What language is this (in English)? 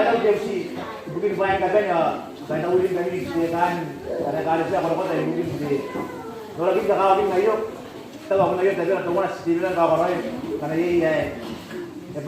Gilbertese